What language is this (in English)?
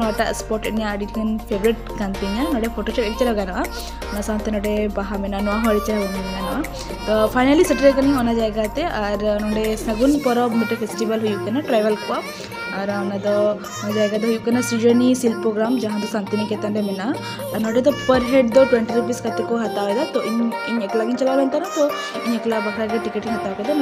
Santali